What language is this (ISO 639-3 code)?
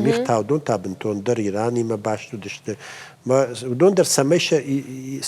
oss